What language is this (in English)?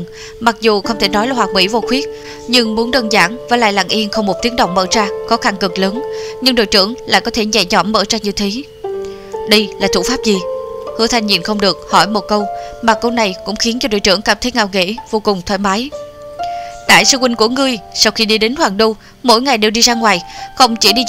Vietnamese